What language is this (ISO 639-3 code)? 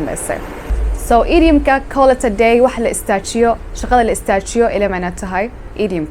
som